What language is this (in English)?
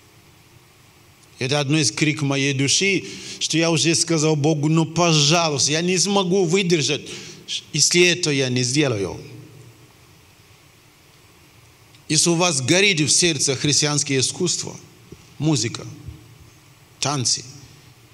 Russian